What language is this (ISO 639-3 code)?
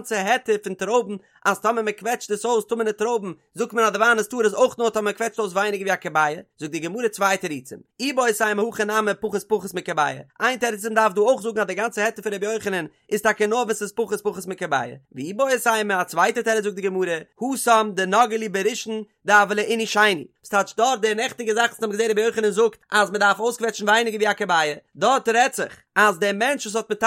yid